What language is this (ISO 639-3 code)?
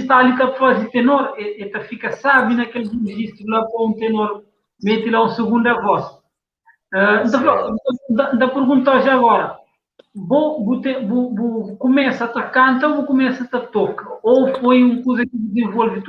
kea